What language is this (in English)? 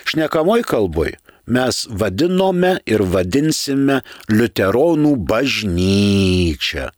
Lithuanian